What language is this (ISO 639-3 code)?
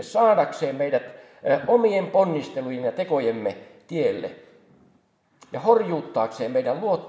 fin